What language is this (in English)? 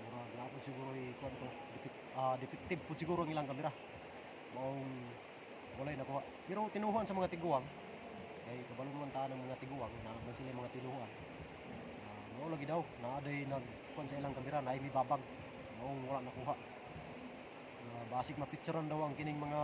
Cebuano